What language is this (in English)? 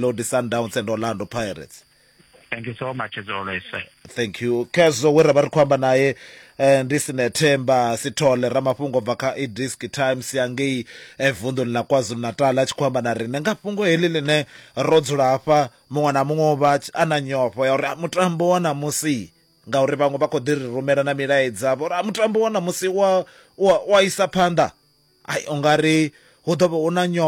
Venda